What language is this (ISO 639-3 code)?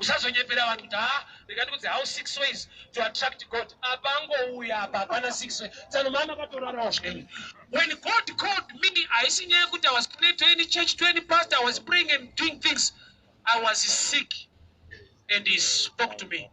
sna